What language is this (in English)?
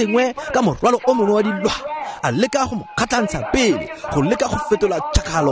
Tswana